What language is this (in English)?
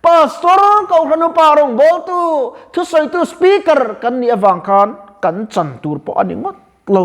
Mizo